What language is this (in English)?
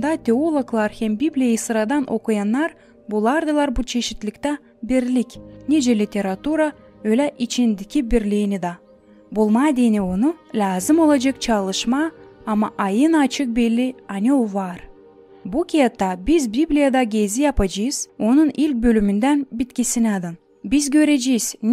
Gagauz